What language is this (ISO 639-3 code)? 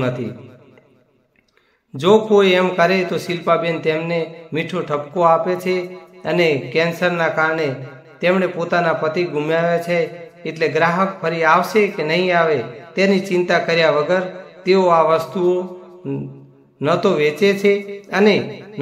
guj